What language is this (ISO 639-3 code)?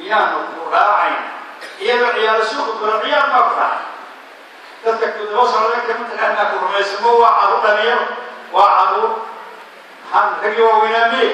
som